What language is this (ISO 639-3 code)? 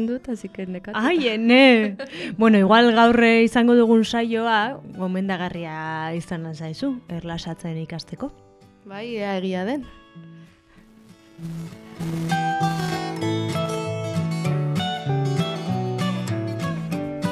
eus